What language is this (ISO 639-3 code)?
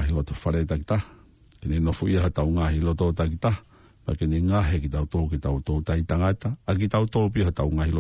ton